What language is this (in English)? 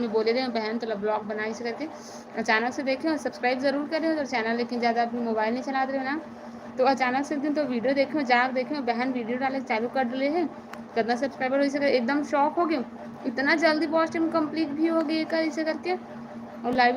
Chhattisgarhi